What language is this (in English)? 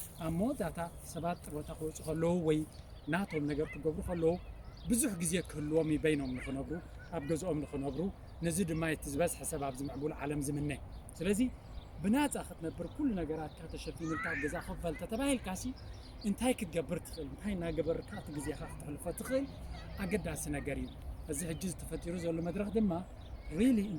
Tigrinya